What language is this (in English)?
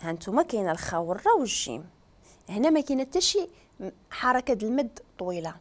Moroccan Arabic